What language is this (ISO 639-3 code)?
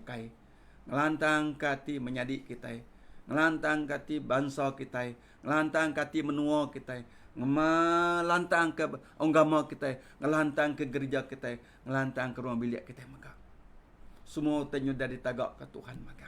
iba